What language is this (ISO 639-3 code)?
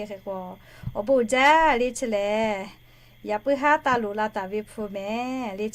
lhu